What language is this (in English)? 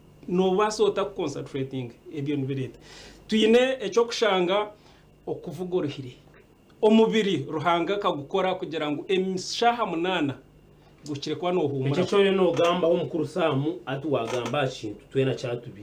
Nyankole